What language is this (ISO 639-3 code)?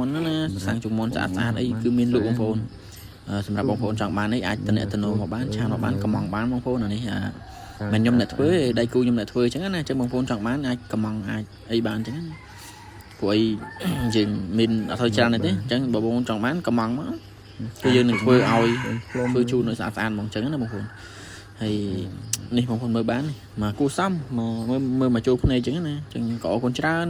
khm